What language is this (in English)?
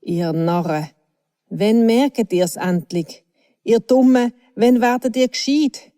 Swiss German